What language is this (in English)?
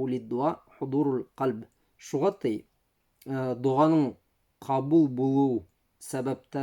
Bashkir